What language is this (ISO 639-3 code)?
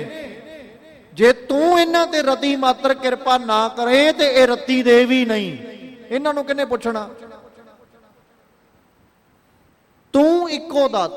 pan